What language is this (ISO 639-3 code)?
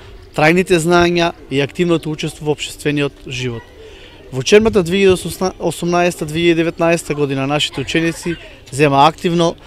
mkd